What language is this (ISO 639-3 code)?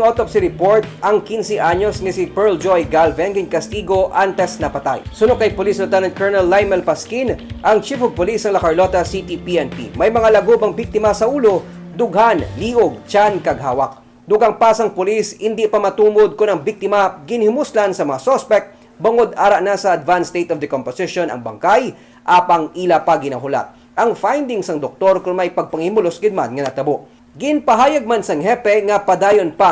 hil